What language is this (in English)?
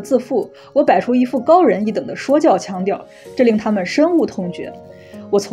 Chinese